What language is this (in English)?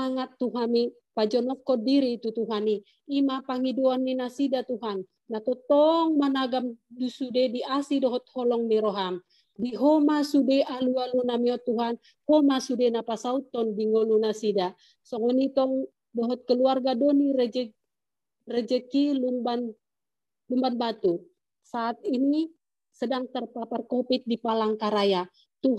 Indonesian